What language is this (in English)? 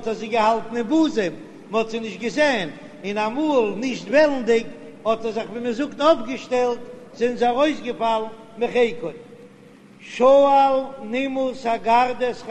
Yiddish